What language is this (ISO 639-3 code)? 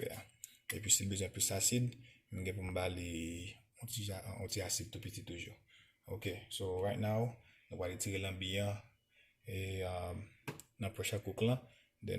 hat